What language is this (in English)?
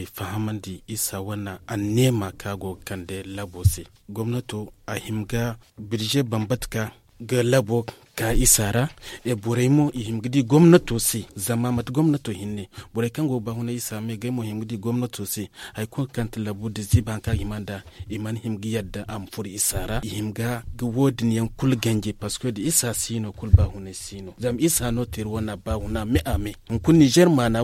Zarma